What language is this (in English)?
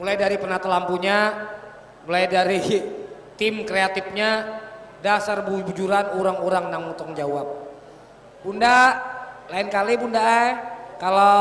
Banjar